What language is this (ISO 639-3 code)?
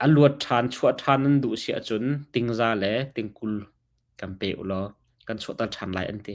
cnh